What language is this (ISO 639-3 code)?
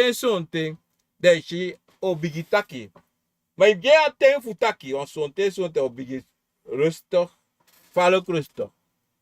srn